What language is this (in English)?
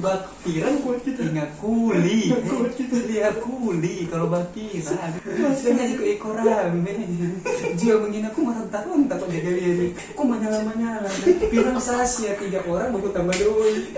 Manado Malay